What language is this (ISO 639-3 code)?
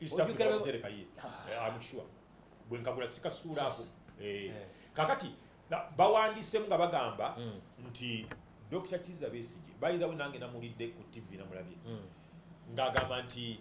lug